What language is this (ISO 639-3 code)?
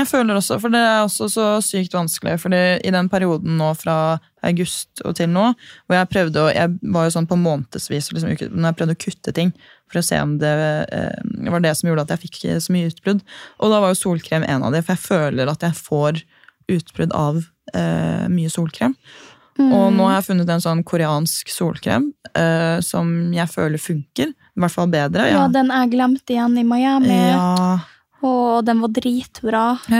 nor